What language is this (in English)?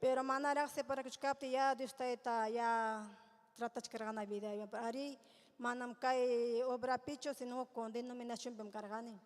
Ayacucho Quechua